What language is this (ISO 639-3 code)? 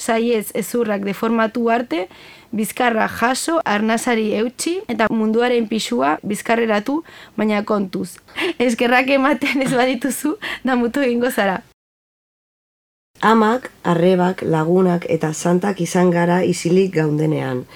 eus